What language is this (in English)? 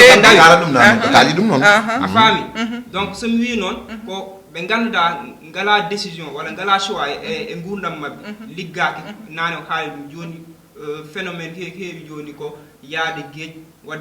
Fula